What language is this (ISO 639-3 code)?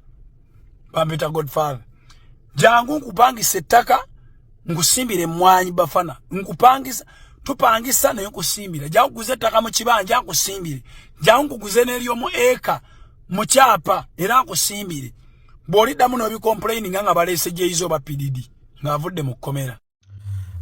lug